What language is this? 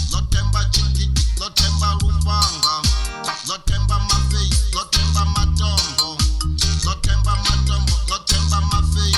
Venda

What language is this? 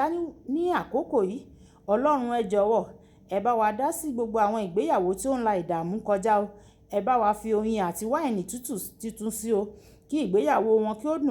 Yoruba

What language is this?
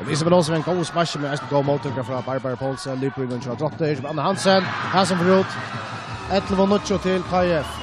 Faroese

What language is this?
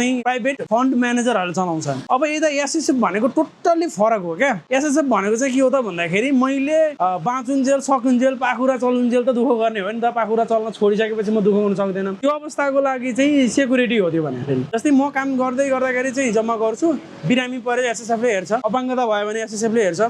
Nepali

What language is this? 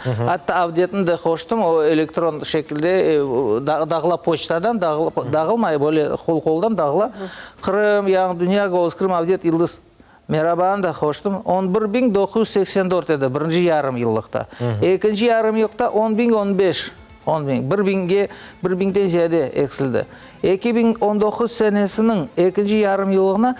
Crimean Tatar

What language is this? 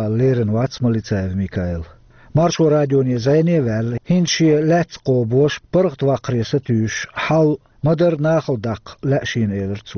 Chechen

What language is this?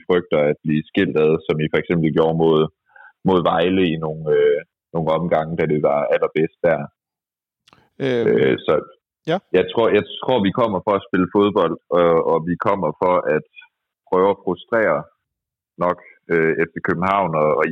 Danish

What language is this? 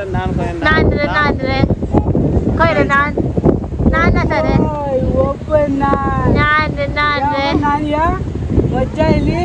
Konkani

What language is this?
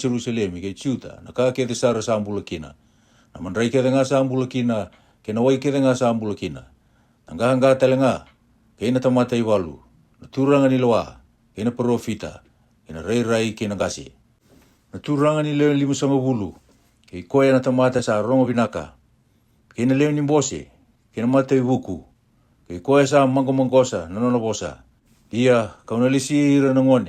Fijian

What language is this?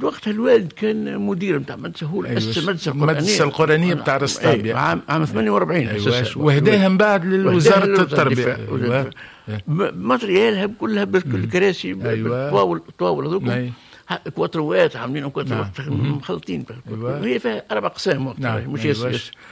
Tunisian Arabic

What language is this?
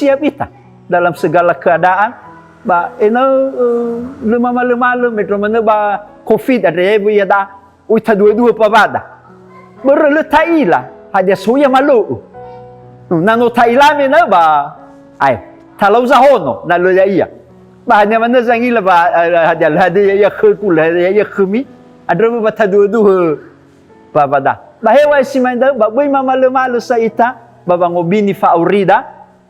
Nias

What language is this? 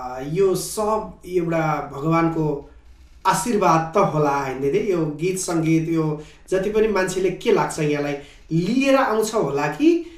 Nepali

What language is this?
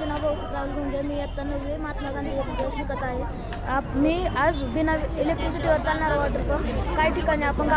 Marathi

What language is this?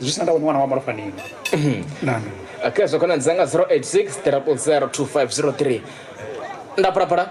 Venda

